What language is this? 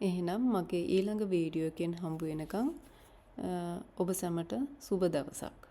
Sinhala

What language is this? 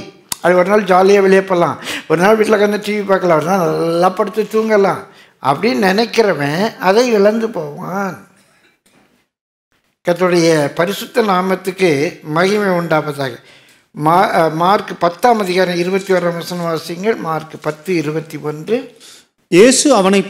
Tamil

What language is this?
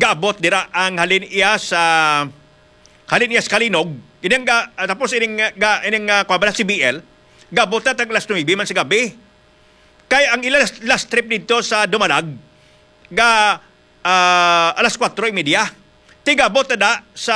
Hiligaynon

